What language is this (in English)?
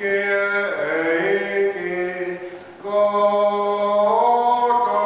Tongan